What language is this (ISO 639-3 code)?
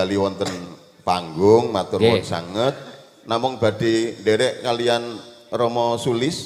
jav